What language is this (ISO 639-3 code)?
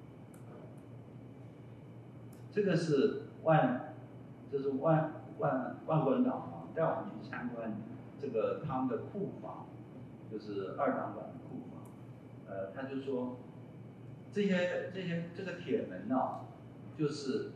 zho